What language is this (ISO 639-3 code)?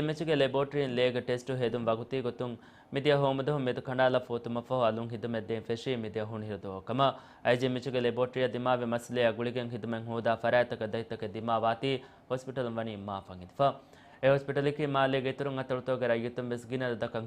div